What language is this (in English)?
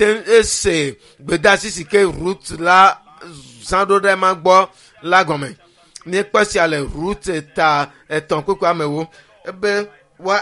Ewe